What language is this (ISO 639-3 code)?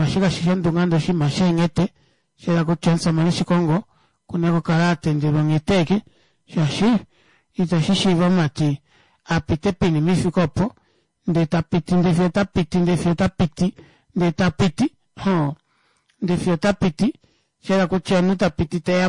kua